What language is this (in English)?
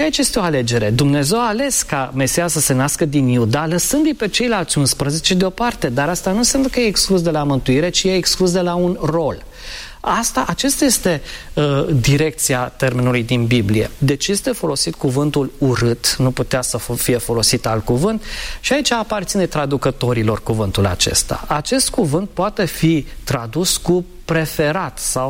Romanian